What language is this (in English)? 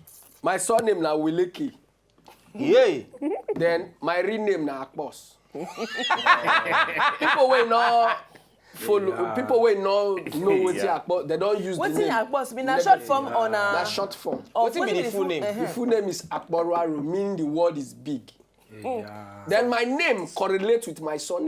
Nigerian Pidgin